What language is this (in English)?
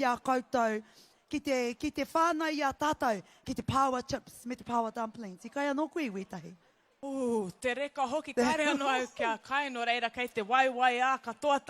Māori